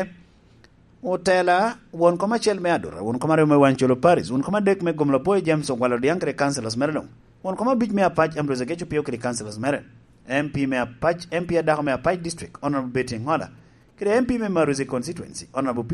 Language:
Lango (Uganda)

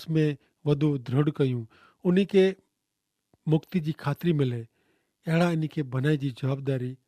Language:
Kachhi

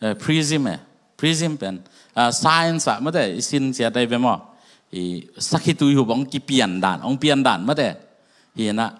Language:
Tedim Chin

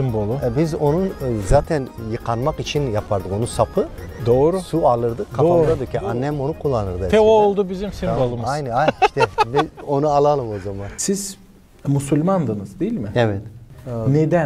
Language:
Gagauz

